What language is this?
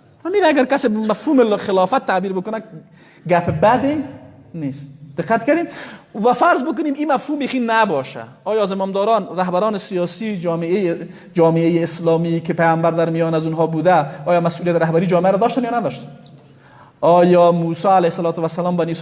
Persian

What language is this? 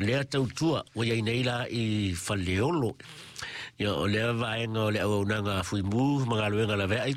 Samoan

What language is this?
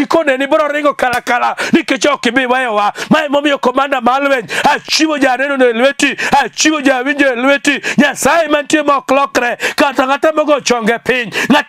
Luo (Kenya and Tanzania)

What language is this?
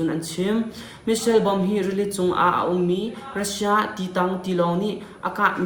Hakha Chin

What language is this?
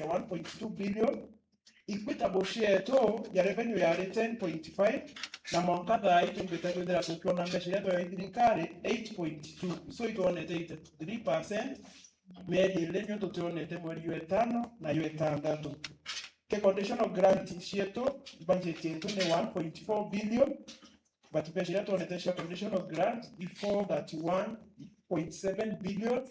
Meru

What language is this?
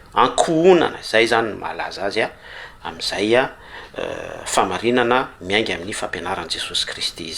Malagasy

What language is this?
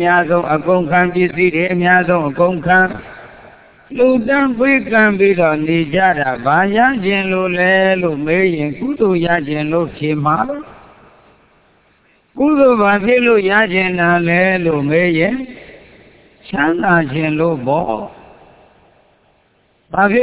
Burmese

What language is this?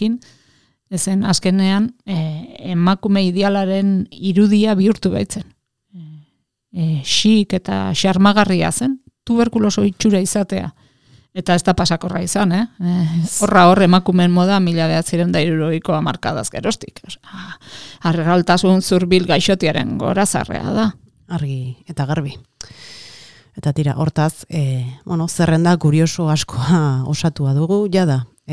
Basque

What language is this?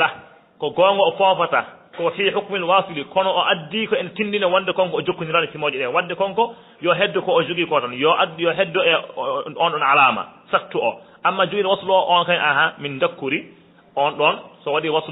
Fula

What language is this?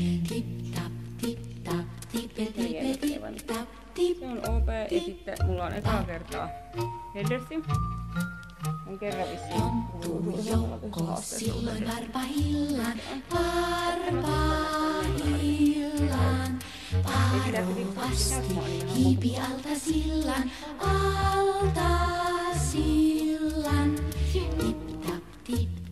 Finnish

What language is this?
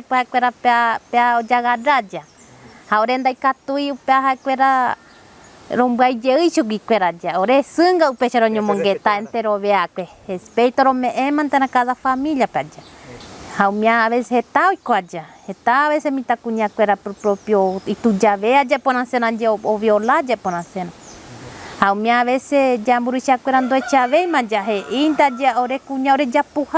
Guarani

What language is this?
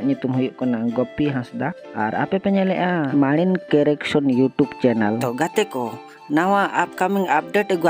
Santali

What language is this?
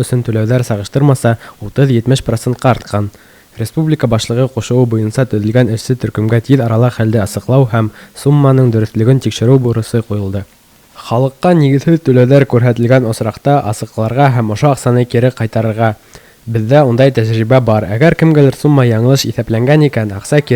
Bashkir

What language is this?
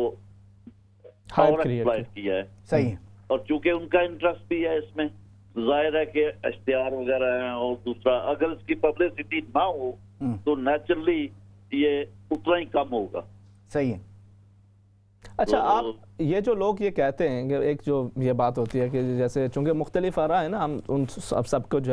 Urdu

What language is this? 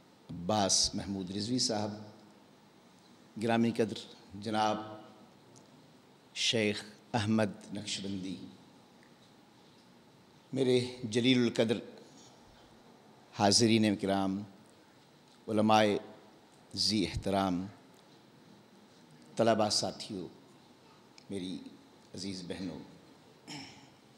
Urdu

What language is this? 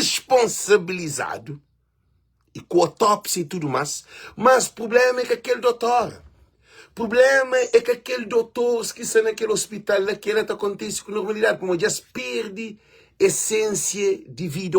Kabuverdianu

